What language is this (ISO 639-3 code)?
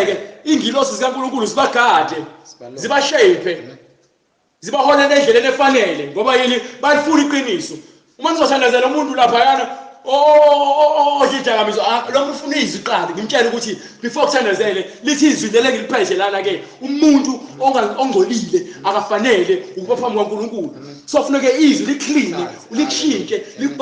zul